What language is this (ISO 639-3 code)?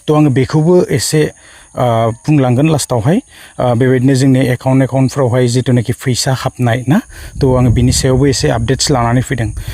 brx